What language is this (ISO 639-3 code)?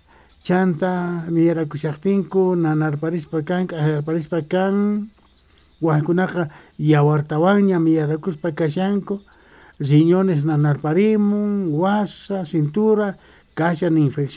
quh